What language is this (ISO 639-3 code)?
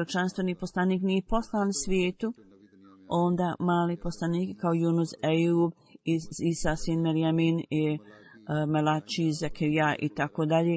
bos